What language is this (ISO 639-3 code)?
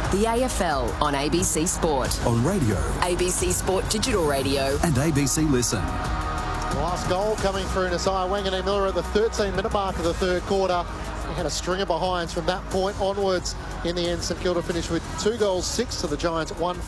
eng